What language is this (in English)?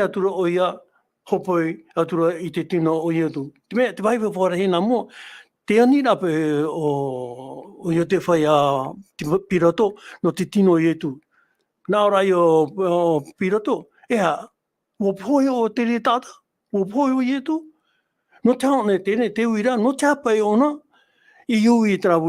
Tahitian